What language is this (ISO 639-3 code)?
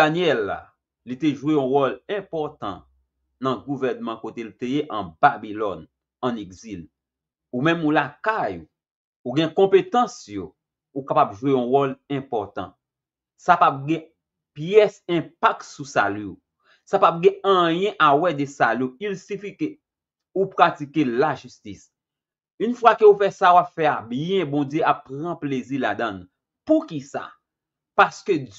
hat